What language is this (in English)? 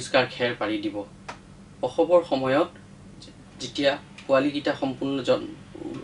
Assamese